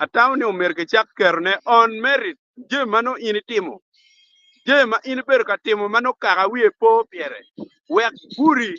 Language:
Acoli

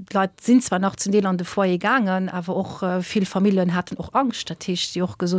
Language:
Luxembourgish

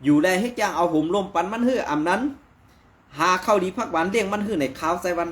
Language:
Shan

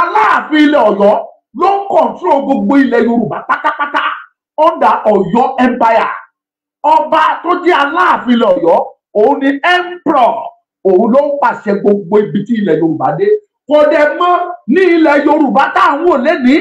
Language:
Yoruba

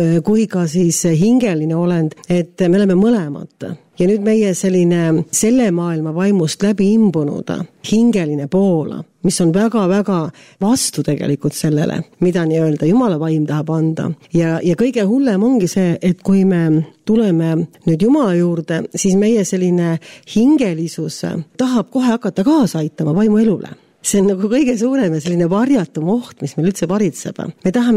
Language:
Estonian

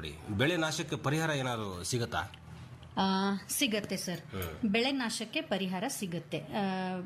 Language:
Kannada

